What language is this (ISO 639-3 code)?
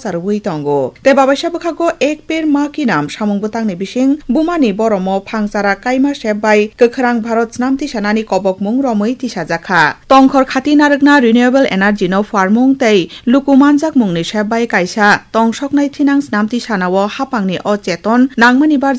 trp